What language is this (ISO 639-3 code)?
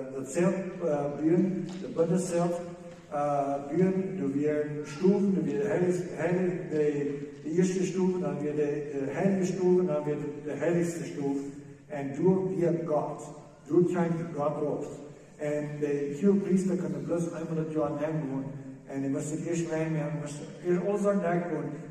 pdt